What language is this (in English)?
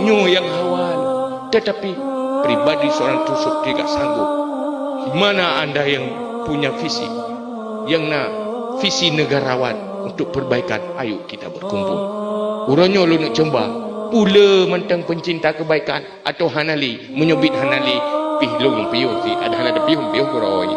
Achinese